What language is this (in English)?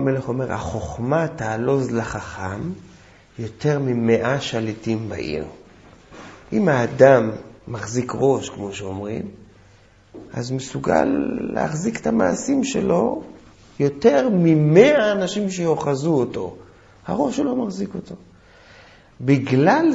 Hebrew